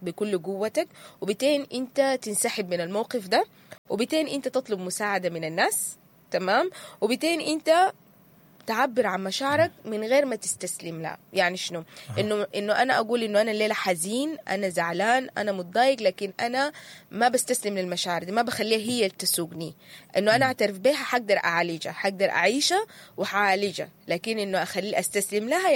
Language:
Sudanese Arabic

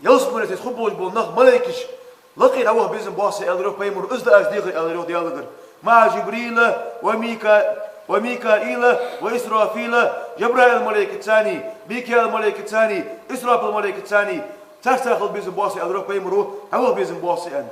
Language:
Ingush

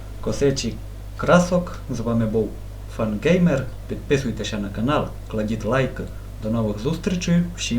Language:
Rusyn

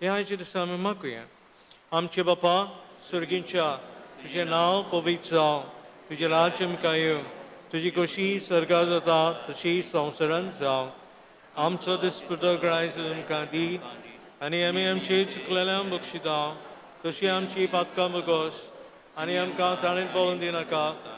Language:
Konkani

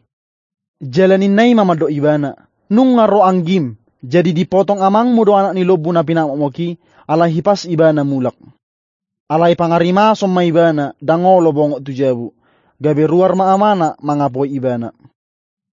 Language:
Batak Toba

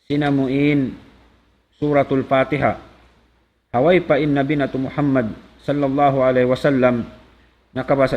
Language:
Tausug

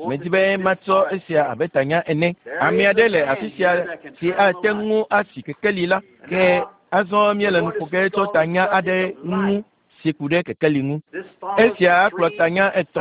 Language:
Ewe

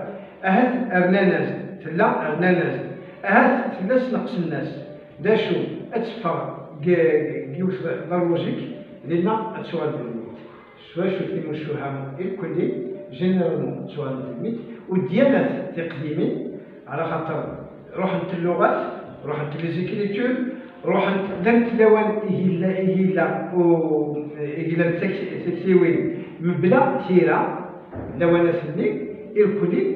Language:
Kabyle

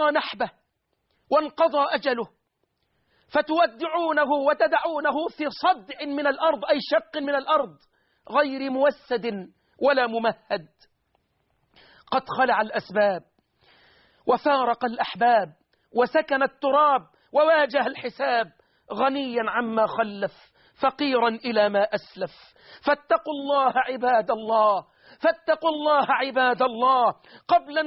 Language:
Arabic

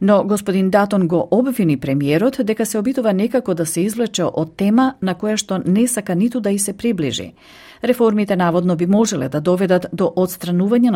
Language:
Macedonian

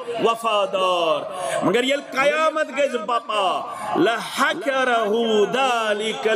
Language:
Kashmiri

